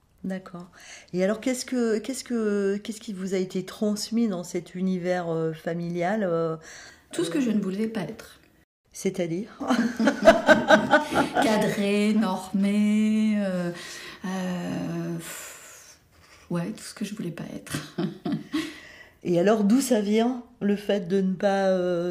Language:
French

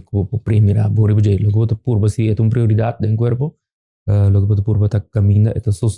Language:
Papiamento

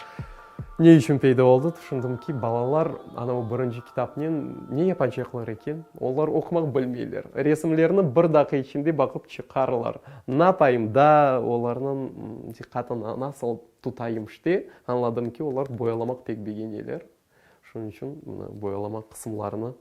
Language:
Crimean Tatar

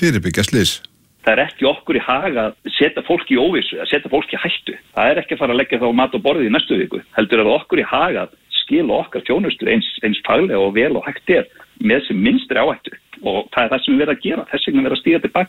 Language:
Icelandic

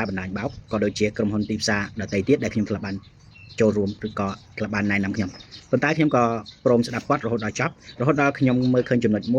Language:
Khmer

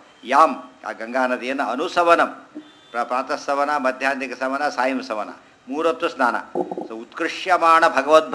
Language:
Kannada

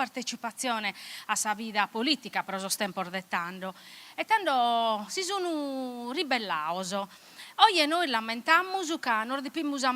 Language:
Sardinian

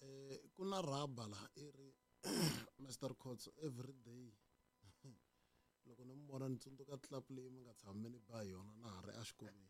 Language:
Tsonga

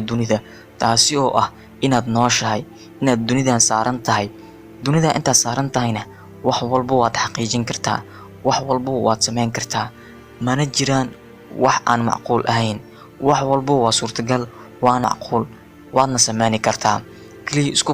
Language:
Somali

